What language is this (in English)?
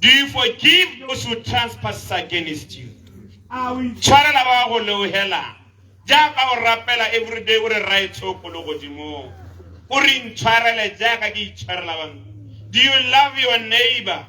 Tswana